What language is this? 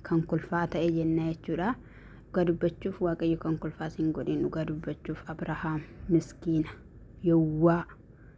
Oromo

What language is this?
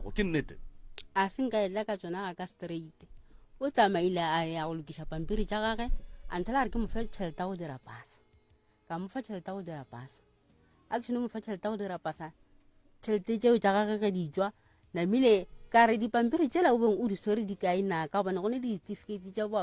Northern Sotho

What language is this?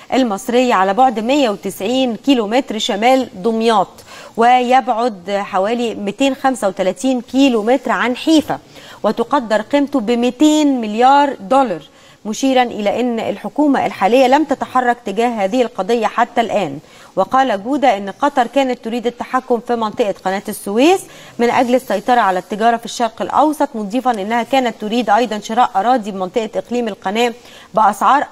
Egyptian Arabic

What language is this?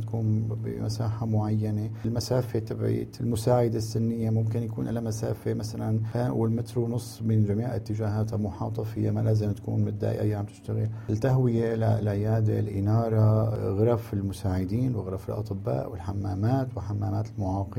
North Levantine Arabic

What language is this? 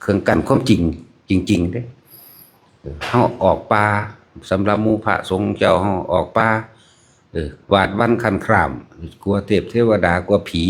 Northeastern Thai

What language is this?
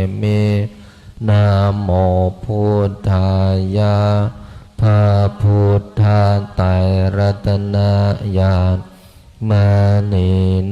Pali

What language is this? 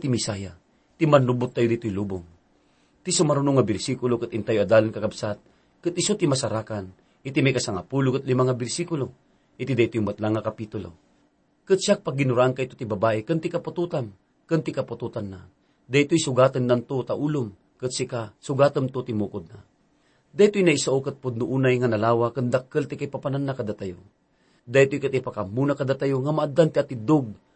Iloko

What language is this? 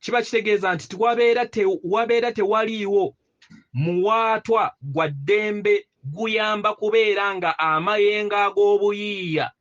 Ganda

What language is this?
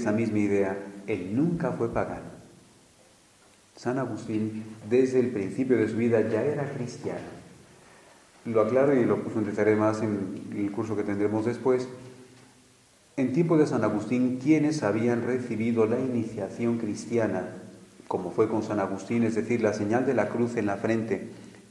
Spanish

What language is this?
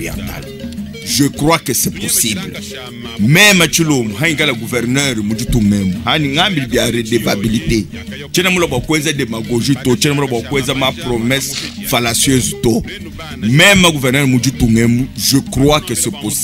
Luba-Lulua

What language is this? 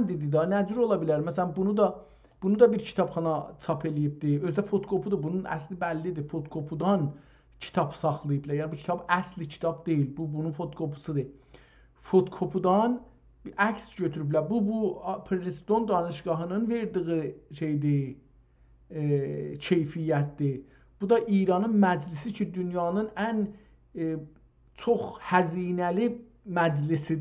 South Azerbaijani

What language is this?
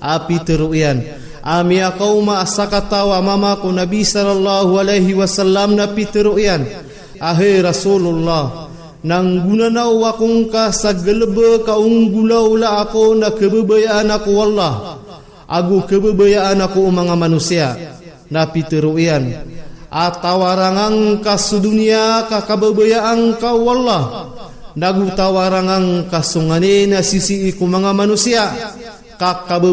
Maranao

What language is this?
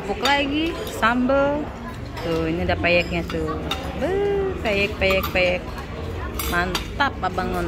Betawi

